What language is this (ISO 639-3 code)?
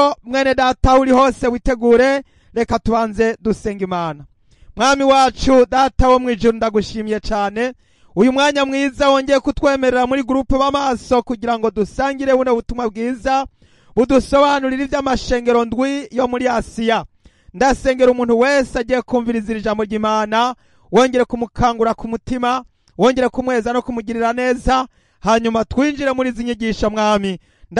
run